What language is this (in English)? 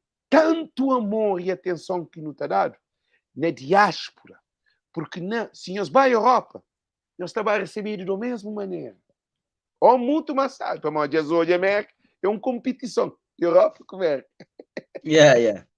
Kabuverdianu